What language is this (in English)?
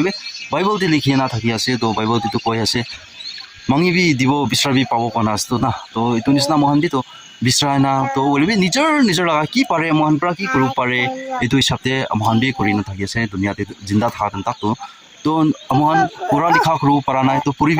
Naga Pidgin